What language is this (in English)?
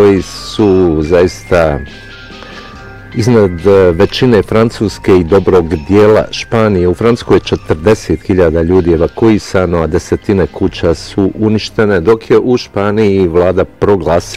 Bosnian